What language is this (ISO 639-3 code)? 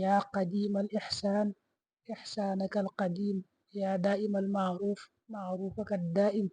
wol